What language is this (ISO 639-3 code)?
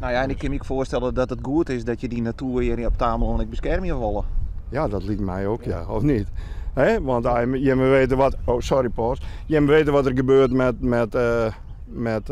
fry